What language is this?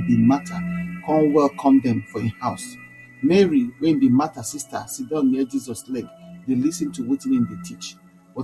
Nigerian Pidgin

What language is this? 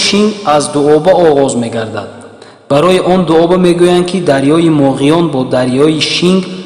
Tajik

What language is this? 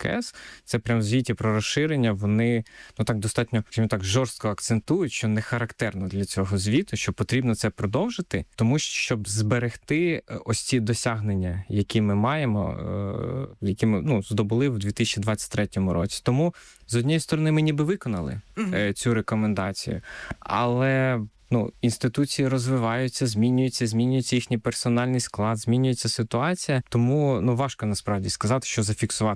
Ukrainian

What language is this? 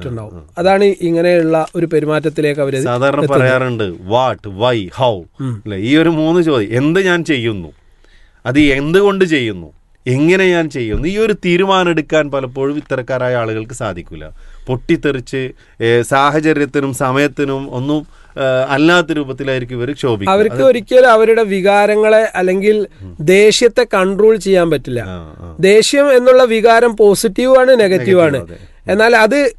Malayalam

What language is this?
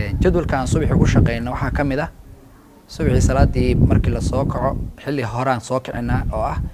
Somali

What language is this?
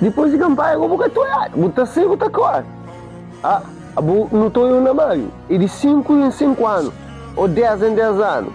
Kabuverdianu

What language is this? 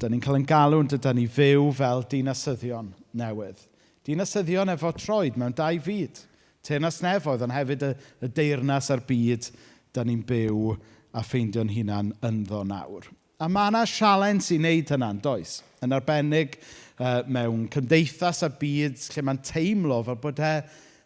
Welsh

